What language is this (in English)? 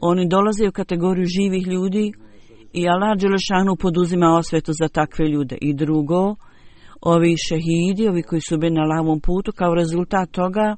Bosnian